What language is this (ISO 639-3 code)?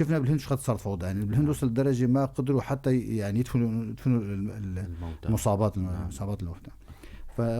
apc